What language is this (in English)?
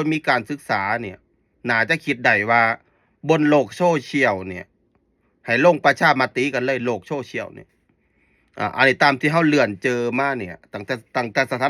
Lao